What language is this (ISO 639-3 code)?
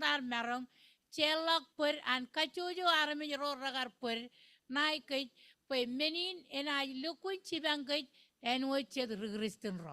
mah